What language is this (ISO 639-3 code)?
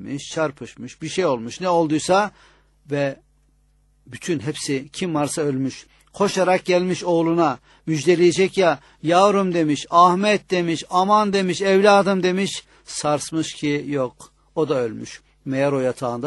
tur